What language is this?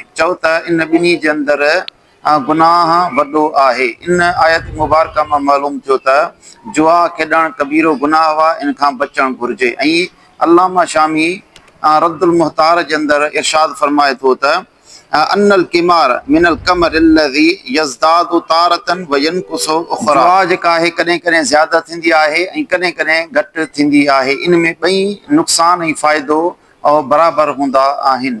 Sindhi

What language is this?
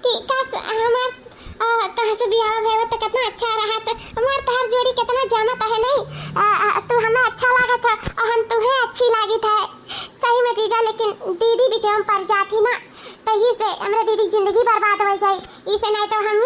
Awadhi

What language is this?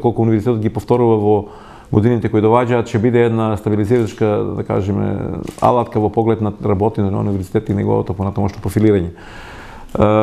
Macedonian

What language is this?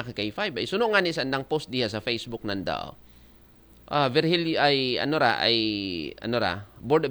Aklanon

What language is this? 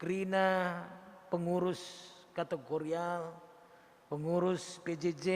Batak Karo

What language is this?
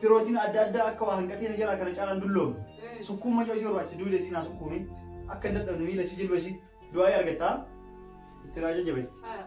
Oromo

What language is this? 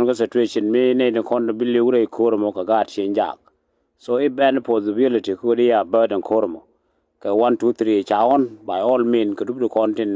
Nuer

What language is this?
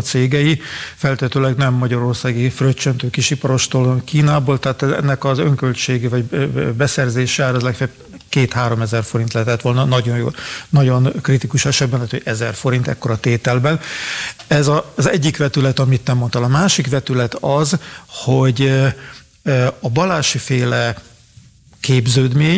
Hungarian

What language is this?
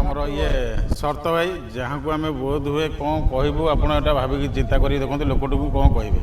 Odia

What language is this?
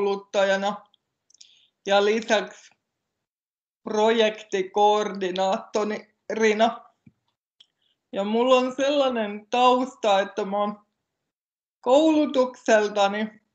Finnish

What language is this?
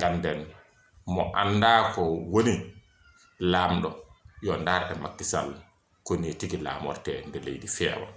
Fula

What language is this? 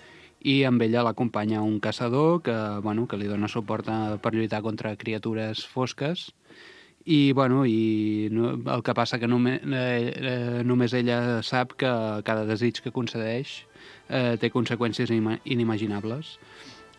Catalan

